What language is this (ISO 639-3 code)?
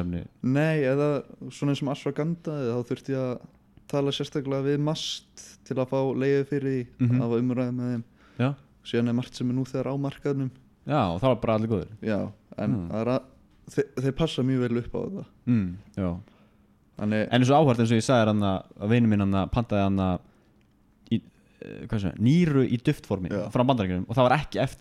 isl